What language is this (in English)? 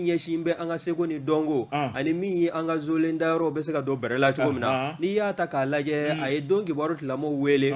Bambara